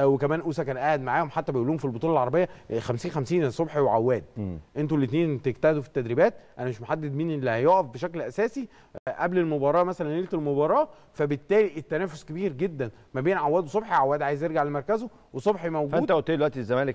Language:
Egyptian Arabic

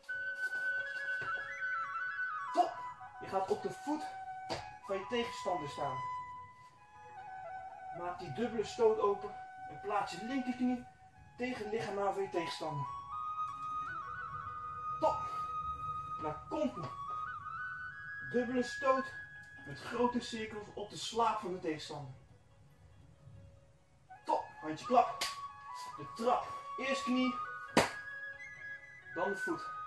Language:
Dutch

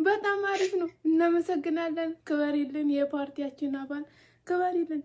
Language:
Amharic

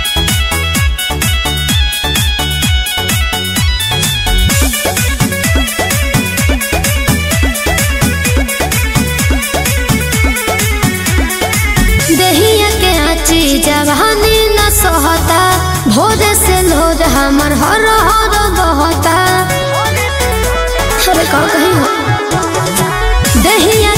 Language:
Bhojpuri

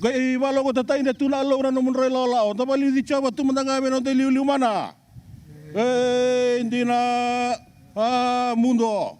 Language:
Fijian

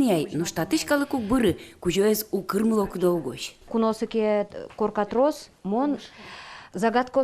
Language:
Udmurt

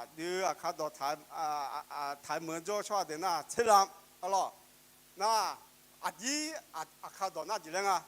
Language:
Akha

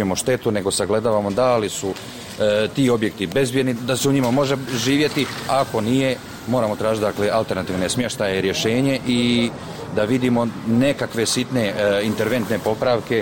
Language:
Bosnian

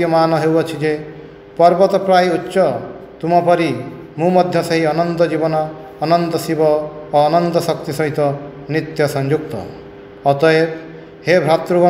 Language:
Odia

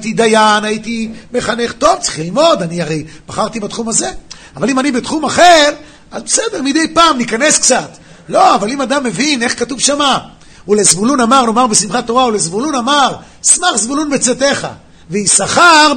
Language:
Hebrew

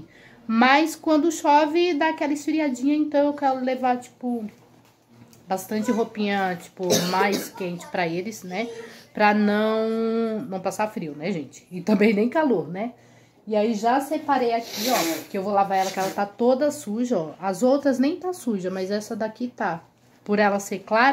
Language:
Portuguese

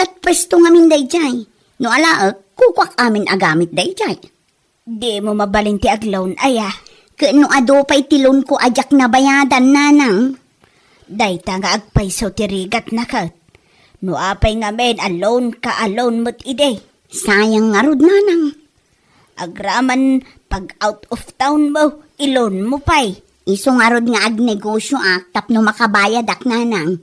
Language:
Iloko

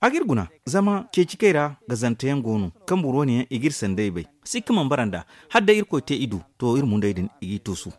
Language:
Zarma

